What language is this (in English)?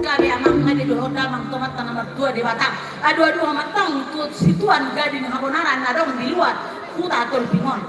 Batak Toba